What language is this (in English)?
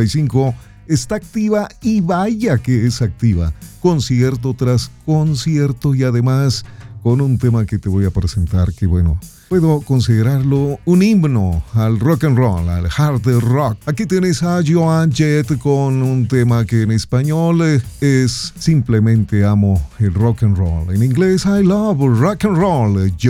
Spanish